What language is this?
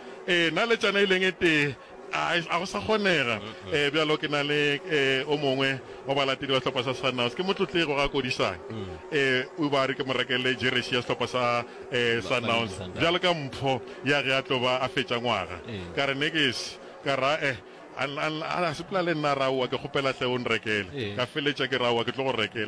Northern Sotho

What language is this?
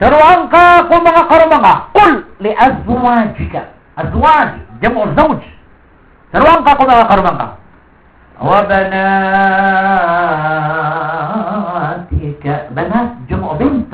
Maranao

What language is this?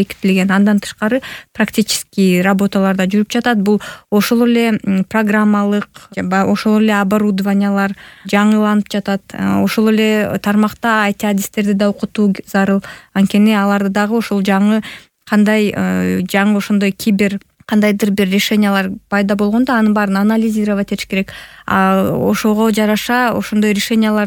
Kyrgyz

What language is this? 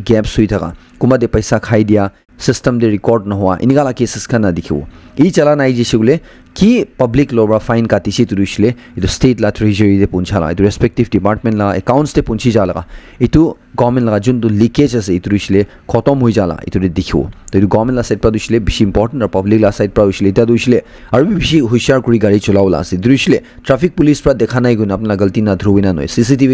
Naga Pidgin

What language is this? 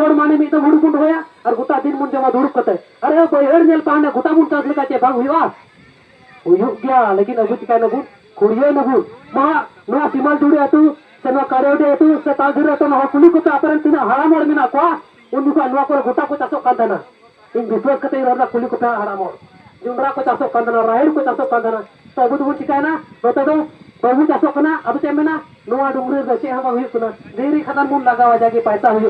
Santali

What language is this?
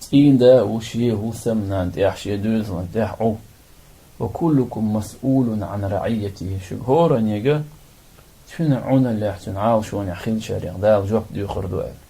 Chechen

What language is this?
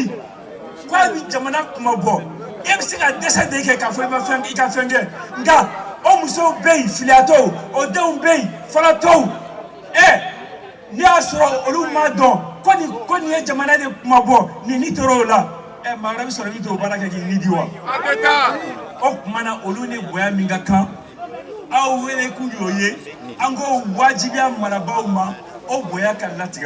Bambara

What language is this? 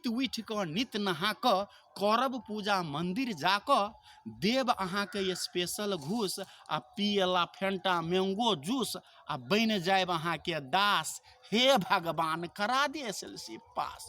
Maithili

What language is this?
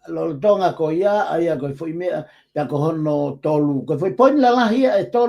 Tongan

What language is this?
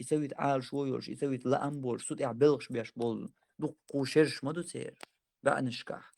Chechen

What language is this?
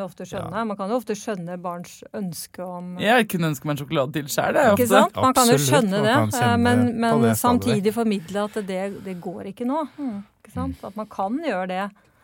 Norwegian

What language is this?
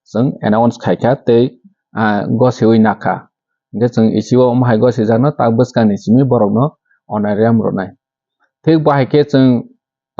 Kok Borok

